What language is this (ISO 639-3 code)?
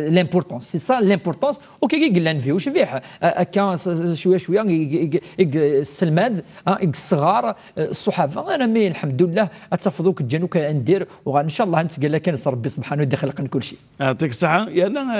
kab